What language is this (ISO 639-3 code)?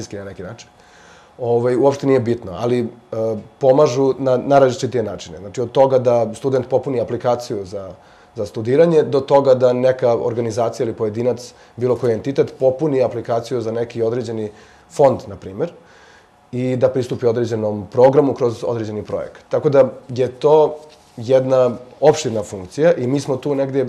srp